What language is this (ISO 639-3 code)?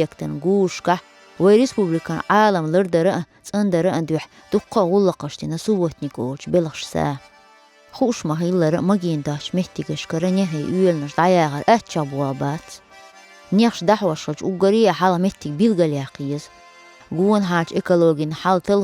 che